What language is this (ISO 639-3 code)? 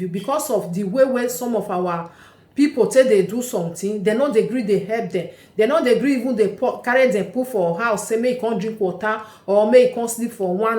pcm